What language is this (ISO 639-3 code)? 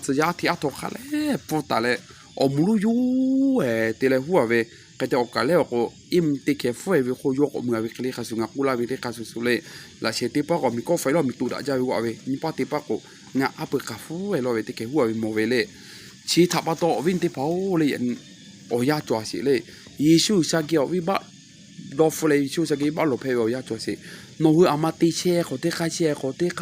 lhu